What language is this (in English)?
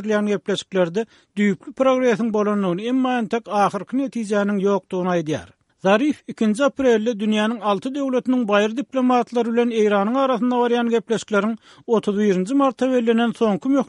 Turkmen